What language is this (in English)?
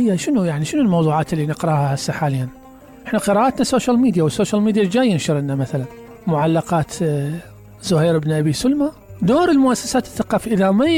Mesopotamian Arabic